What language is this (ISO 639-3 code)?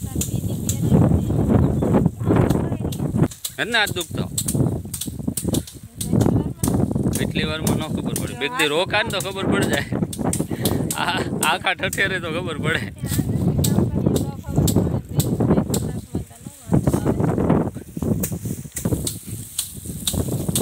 guj